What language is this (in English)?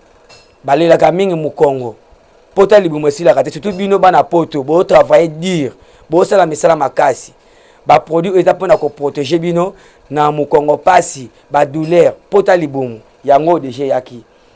Lingala